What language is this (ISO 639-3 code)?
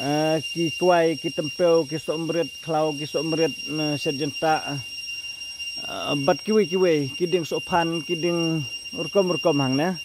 kha